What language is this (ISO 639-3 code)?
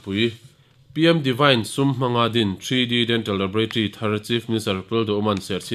lus